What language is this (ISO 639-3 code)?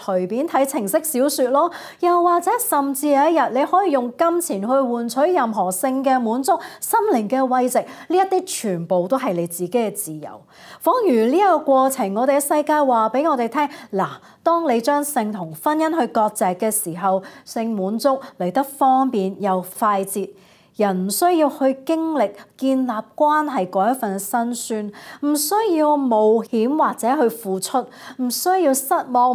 yue